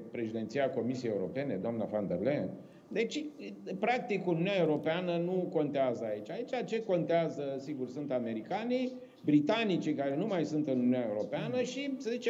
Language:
Romanian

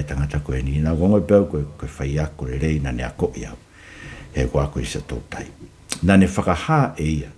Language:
Tongan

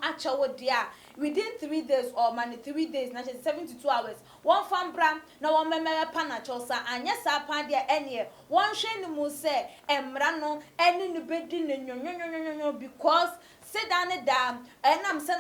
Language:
Akan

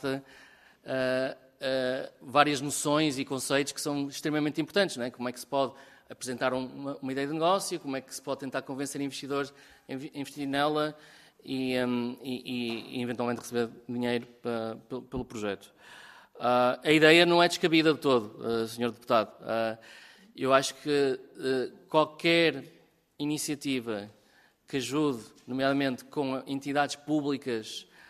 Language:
Portuguese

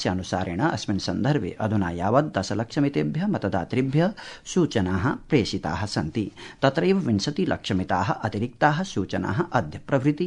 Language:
Sanskrit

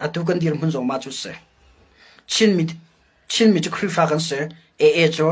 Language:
Hakha Chin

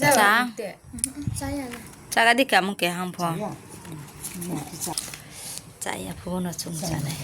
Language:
Riang (India)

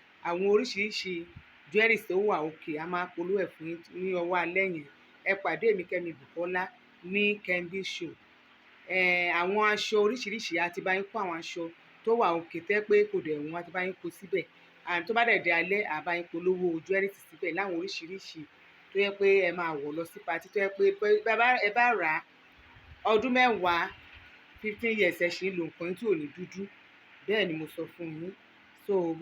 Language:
Yoruba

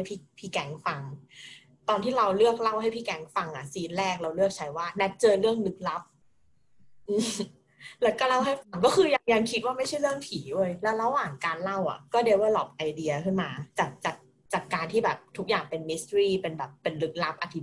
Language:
Thai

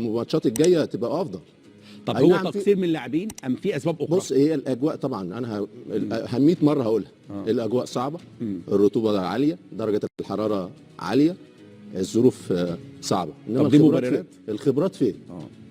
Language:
Egyptian Arabic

